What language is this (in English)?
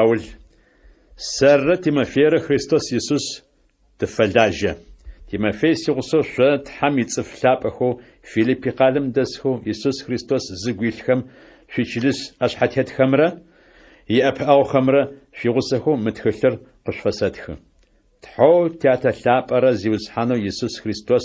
Adyghe